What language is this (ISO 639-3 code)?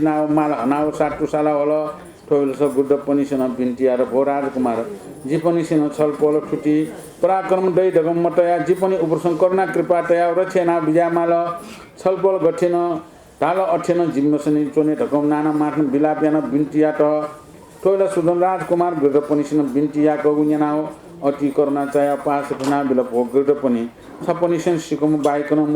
new